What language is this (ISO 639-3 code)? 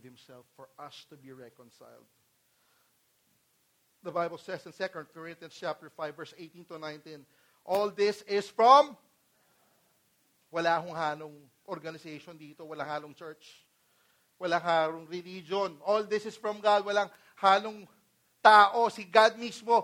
fil